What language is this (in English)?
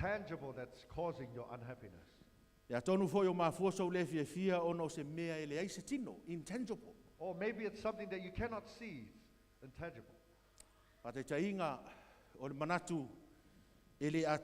Samoan